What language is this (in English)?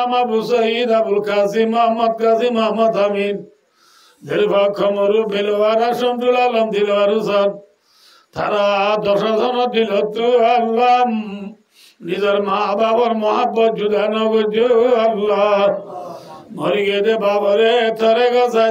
Rohingya